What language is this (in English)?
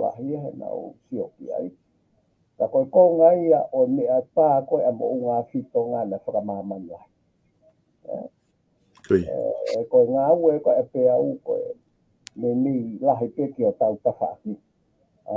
Tongan